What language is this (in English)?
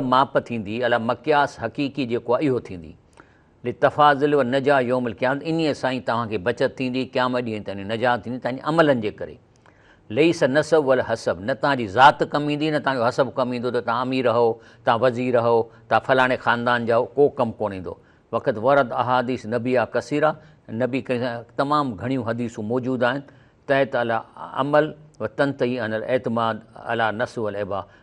Sindhi